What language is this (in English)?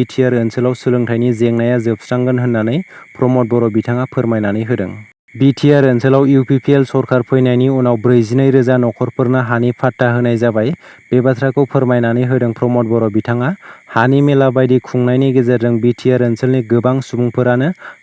Bodo